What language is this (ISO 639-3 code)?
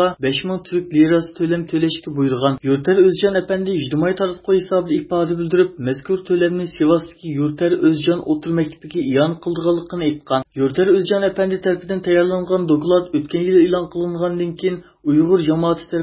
uig